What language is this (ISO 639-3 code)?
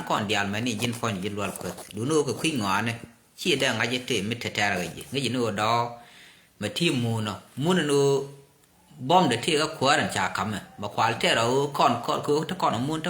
nus